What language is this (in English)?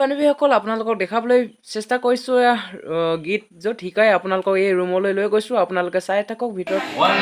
Assamese